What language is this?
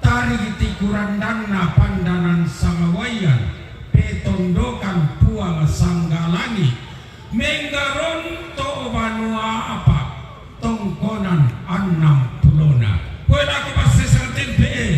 Toraja-Sa'dan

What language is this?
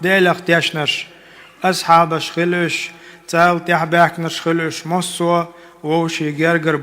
Chechen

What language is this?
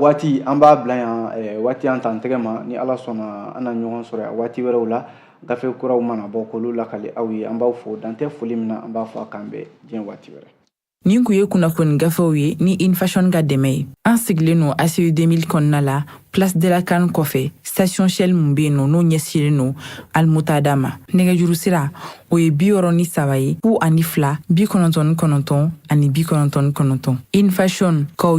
Bambara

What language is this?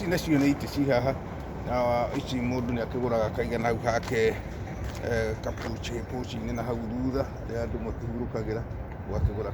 Kikuyu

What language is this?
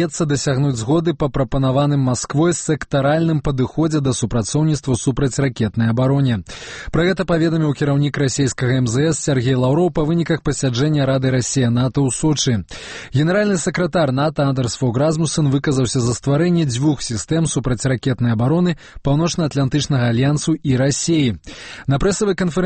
Belarusian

